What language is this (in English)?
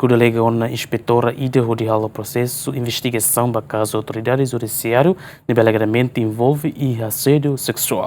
Tetum